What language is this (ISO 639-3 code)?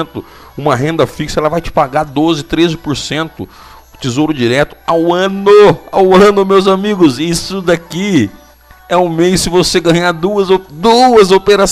por